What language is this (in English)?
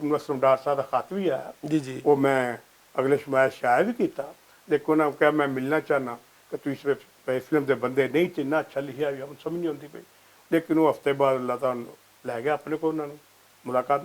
Western Panjabi